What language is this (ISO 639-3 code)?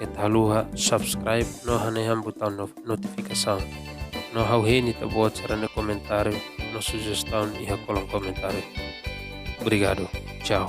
tet